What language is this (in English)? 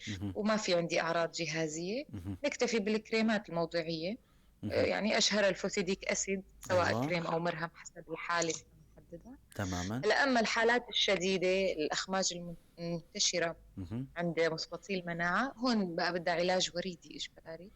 North Levantine Arabic